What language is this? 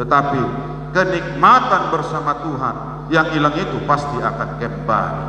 Batak Toba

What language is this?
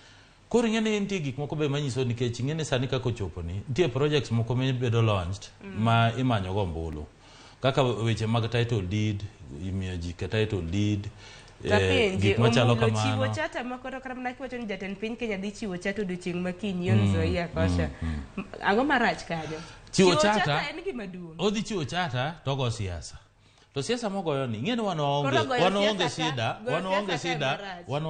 Luo (Kenya and Tanzania)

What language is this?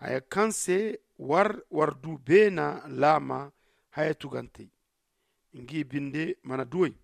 Zarma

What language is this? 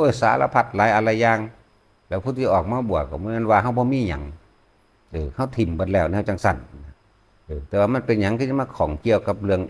Northeastern Thai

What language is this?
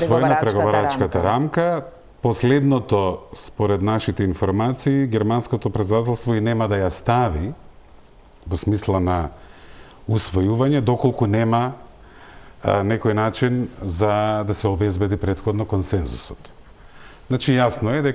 Macedonian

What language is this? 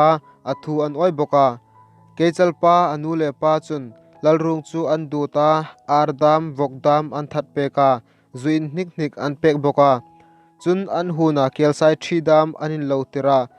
Hmar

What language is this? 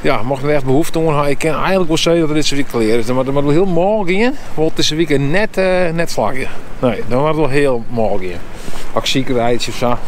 Western Frisian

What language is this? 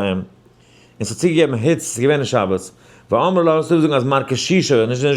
Yiddish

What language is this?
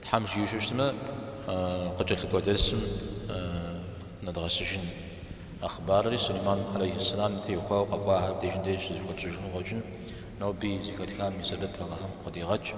Kabardian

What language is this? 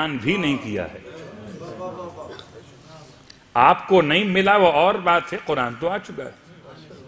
Urdu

